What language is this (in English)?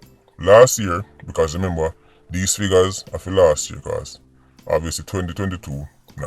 Jamaican Creole English